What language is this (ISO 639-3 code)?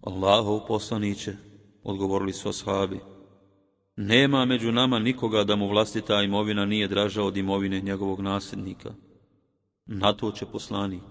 bos